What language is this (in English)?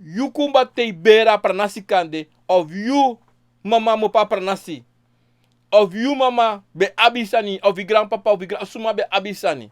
Sranan Tongo